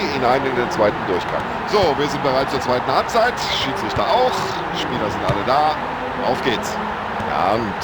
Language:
Bavarian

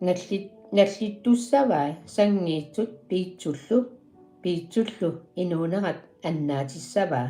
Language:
Kalaallisut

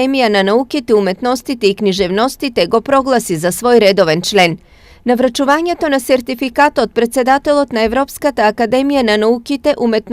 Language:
Macedonian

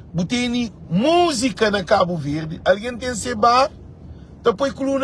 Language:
Kabuverdianu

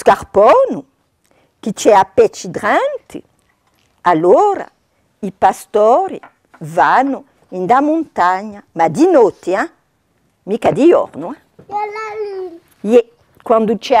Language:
Corsican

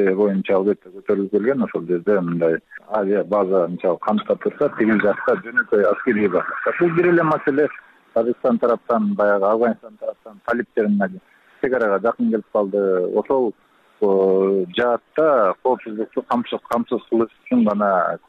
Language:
Kyrgyz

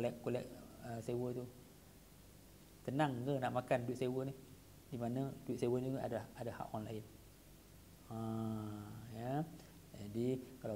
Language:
Malay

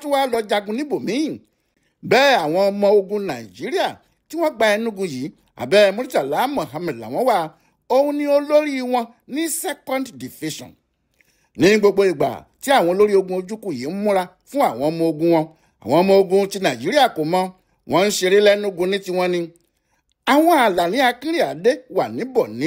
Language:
Yoruba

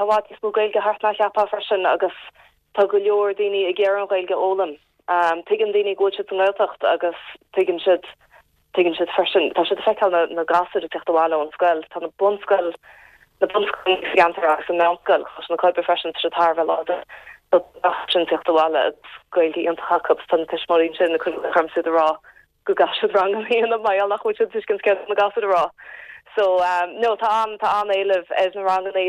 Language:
Irish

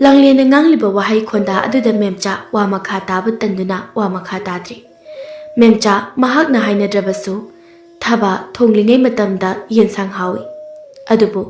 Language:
Manipuri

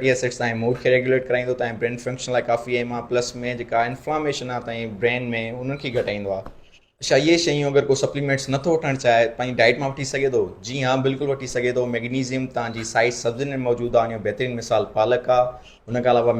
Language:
Sindhi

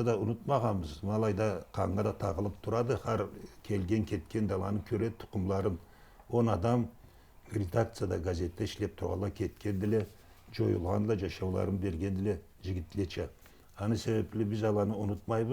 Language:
Karachay-Balkar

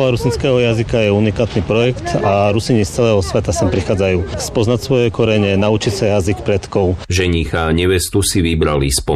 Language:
Slovak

